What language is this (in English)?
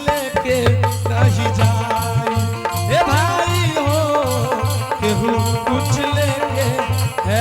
Angika